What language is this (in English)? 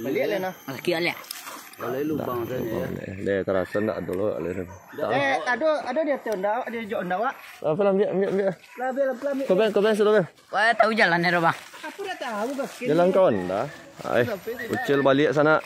Minangkabau